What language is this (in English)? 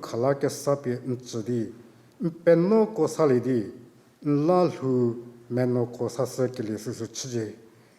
Angami Naga